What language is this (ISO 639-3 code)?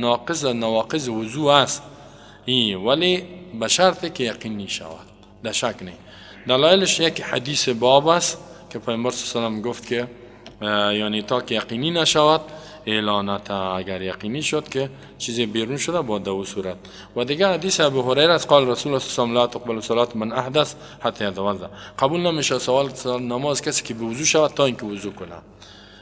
fas